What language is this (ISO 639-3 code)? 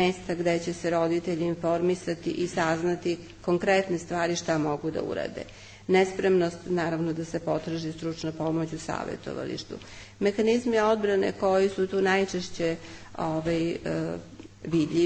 srp